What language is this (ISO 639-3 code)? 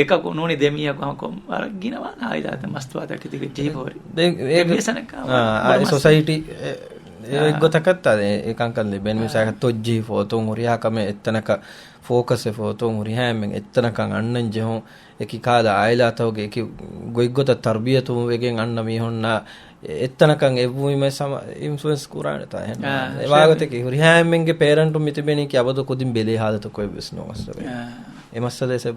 div